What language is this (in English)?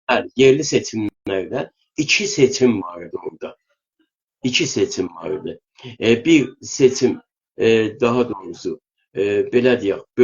South Azerbaijani